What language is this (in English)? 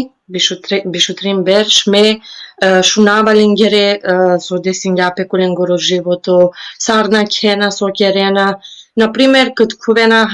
Balkan Romani